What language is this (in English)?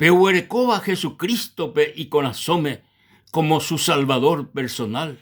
Guarani